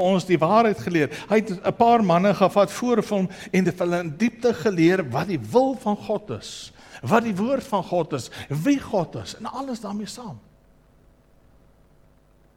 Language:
Afrikaans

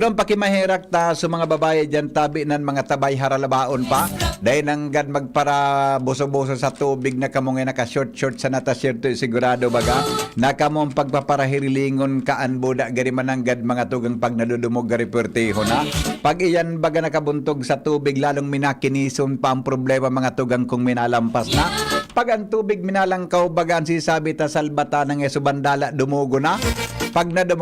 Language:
Bikol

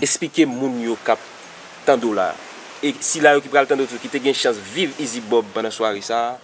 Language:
Haitian Creole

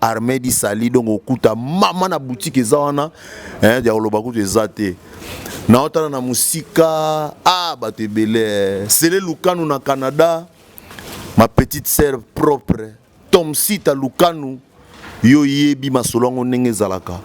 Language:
Lingala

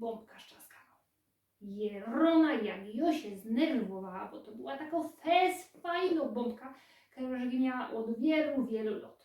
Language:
Silesian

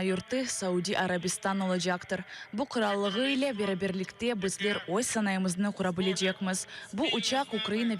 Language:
Crimean Tatar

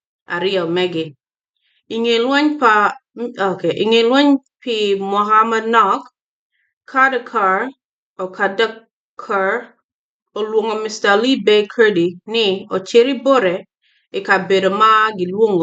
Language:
Acoli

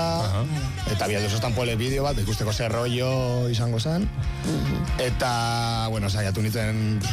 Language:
Basque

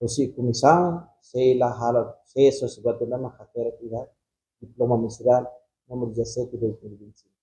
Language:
Tetum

